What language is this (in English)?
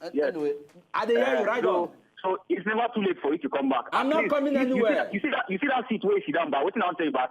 Nigerian Pidgin